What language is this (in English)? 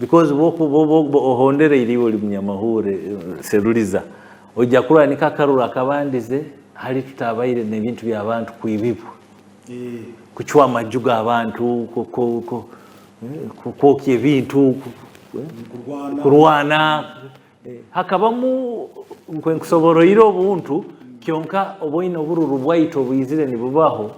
Nyankole